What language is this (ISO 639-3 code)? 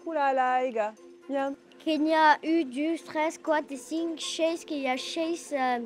oci